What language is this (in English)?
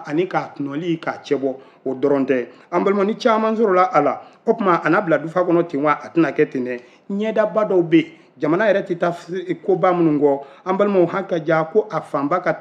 Bambara